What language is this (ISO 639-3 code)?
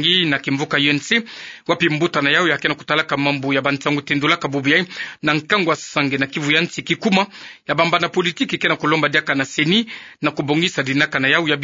ktu